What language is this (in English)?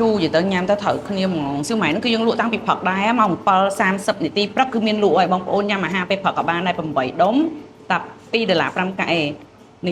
Khmer